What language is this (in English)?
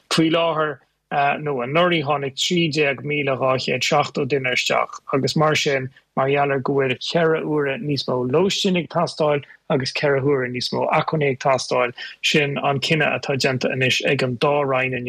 Irish